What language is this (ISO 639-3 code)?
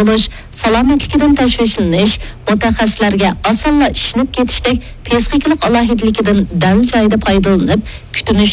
uig